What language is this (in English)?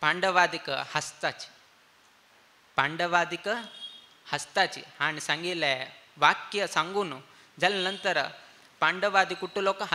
Konkani